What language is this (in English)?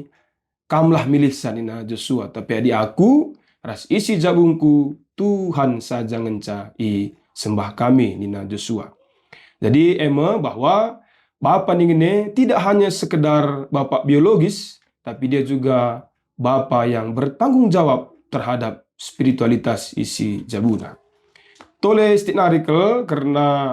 Batak Karo